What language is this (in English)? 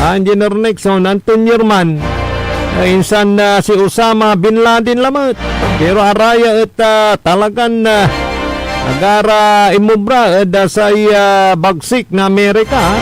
Pangasinan